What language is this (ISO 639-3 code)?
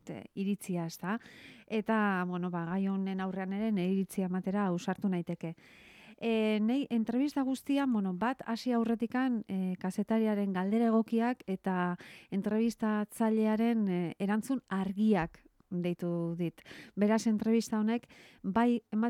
eus